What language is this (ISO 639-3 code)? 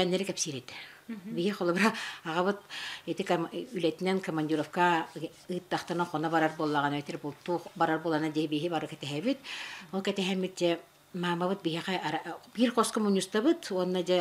sah